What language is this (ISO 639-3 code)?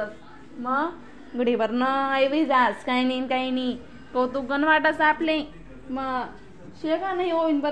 khn